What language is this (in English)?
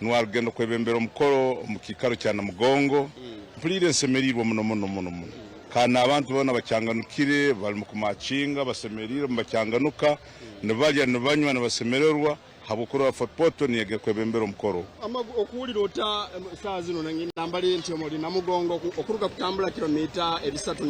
Nyankole